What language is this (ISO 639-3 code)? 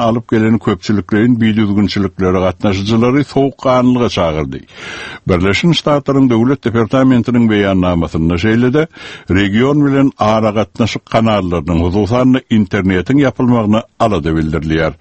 tuk